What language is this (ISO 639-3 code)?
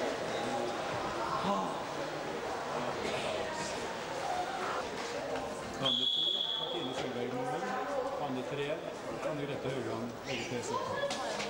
nor